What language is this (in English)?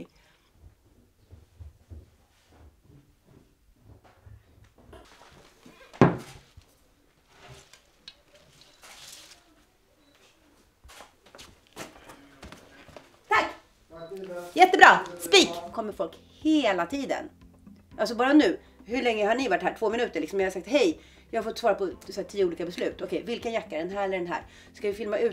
Swedish